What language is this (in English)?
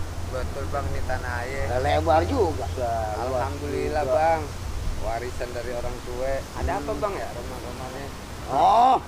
Betawi